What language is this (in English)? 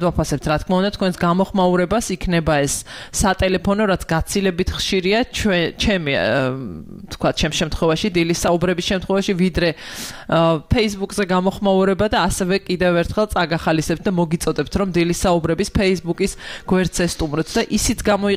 Georgian